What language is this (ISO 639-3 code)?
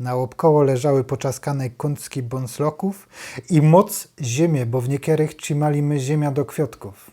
szl